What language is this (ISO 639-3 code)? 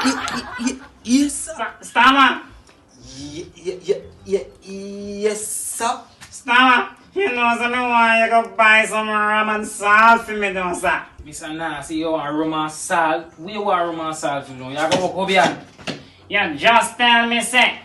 jam